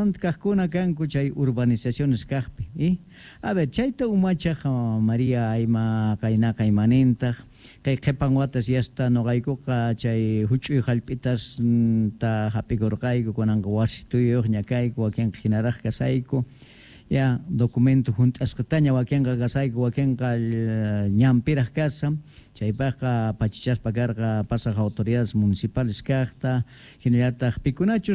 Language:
South Bolivian Quechua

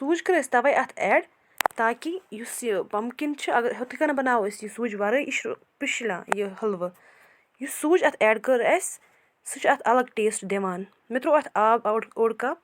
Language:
Kashmiri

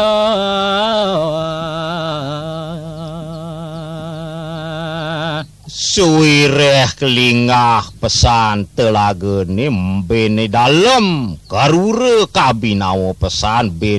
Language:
Balinese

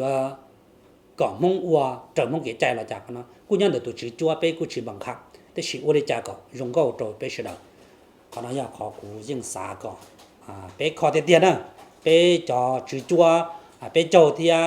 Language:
Hmong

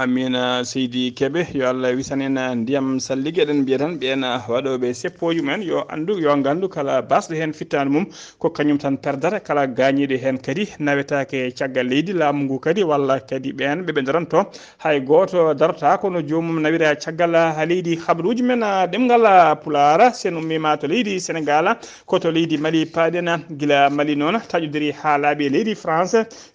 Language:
Fula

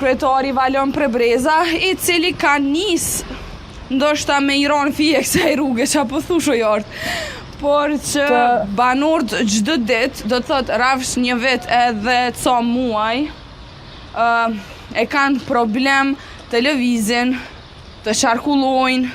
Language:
Albanian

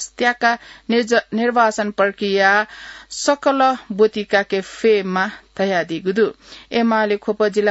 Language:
Newari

